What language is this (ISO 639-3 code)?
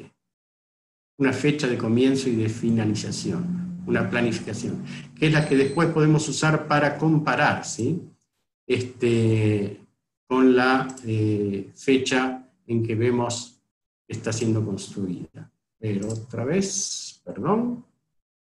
spa